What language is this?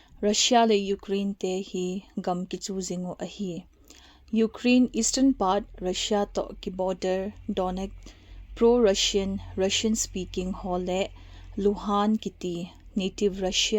Thado Chin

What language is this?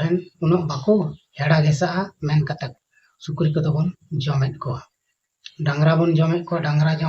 Santali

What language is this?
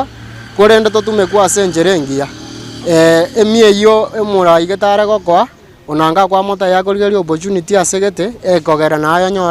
Gusii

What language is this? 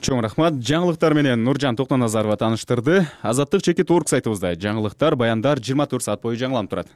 Kyrgyz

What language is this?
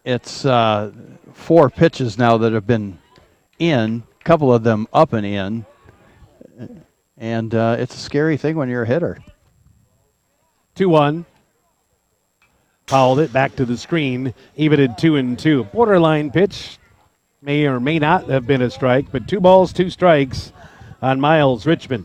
English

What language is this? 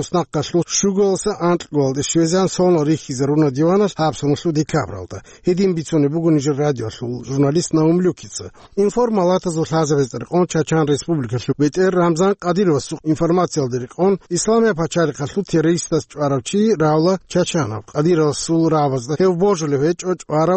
Avaric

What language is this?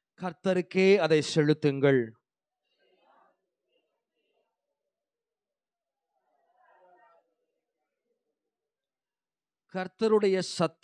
Tamil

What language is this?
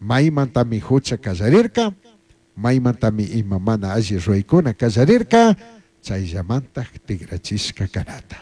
Chimborazo Highland Quichua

